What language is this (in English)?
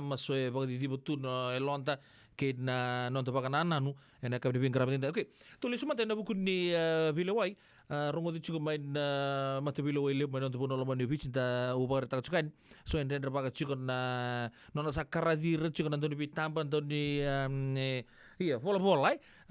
Fijian